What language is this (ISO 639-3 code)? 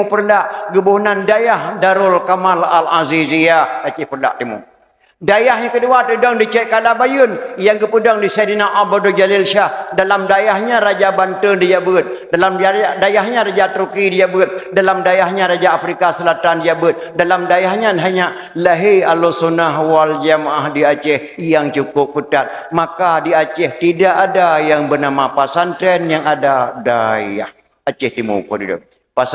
ace